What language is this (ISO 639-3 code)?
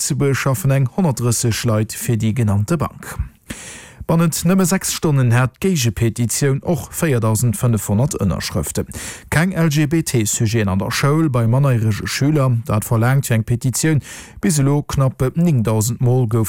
ltz